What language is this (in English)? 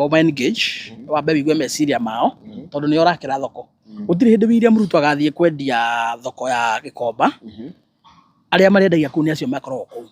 Kikuyu